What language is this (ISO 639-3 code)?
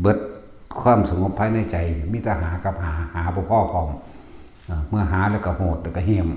tts